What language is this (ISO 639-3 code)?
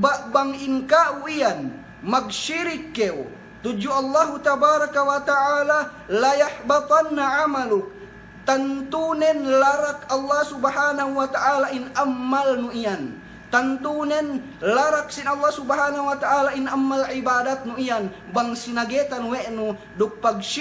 yka